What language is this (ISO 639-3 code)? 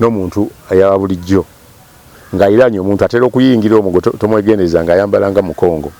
lug